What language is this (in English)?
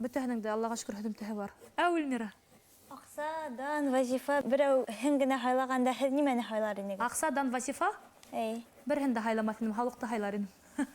Bashkir